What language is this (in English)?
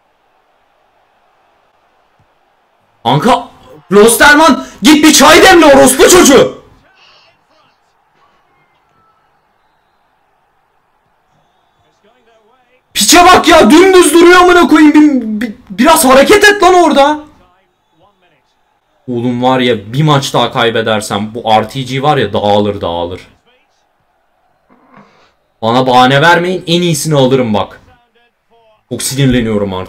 Turkish